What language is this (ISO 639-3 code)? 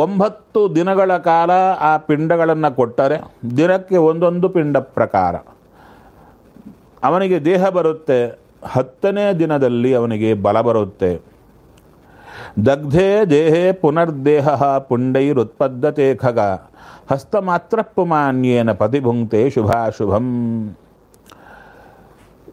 kan